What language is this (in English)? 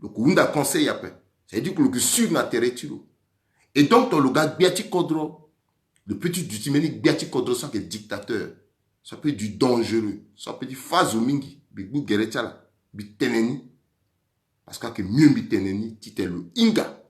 Sango